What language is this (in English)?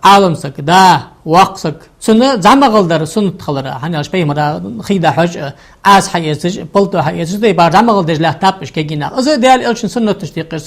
Ingush